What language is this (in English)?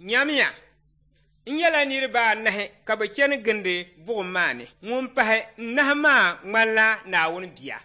Dagbani